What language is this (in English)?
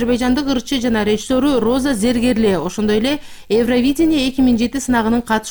Kyrgyz